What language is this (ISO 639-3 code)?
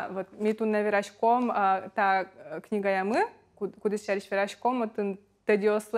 udm